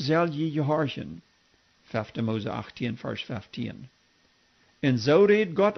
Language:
Plautdietsch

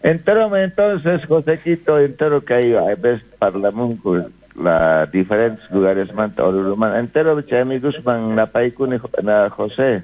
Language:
South Bolivian Quechua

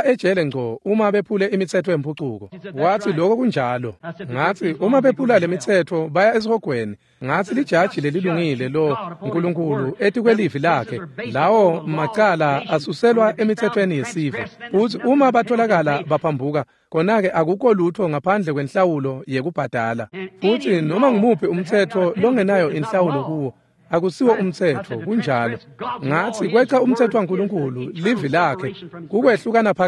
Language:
Swati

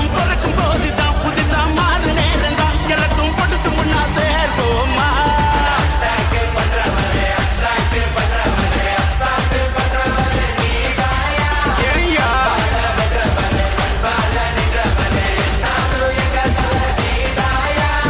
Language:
Tamil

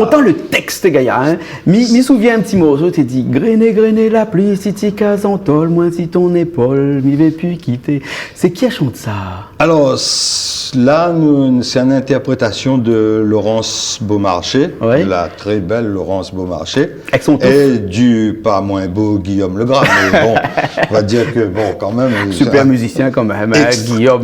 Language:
Réunion Creole French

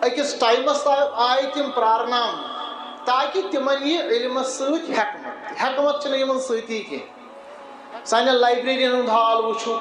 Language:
Kashmiri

